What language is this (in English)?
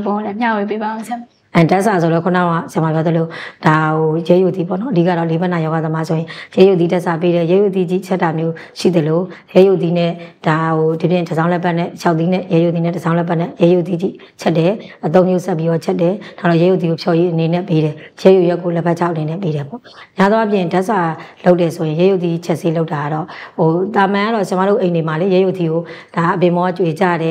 Burmese